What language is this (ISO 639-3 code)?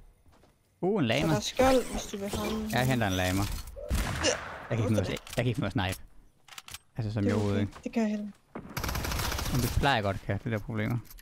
dan